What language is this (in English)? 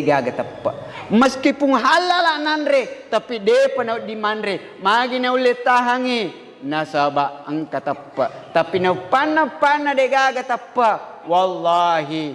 Buginese